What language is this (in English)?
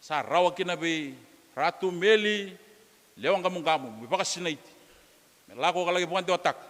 Fijian